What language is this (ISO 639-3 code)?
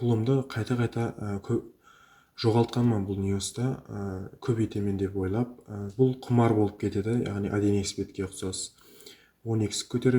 kaa